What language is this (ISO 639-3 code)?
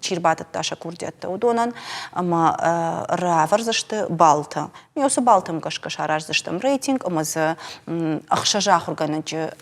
oss